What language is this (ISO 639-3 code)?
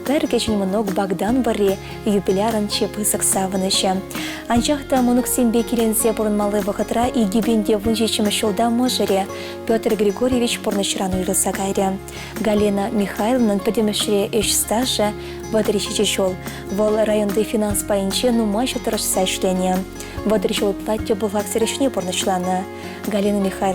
chv